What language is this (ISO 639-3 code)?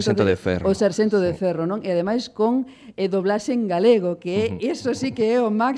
glg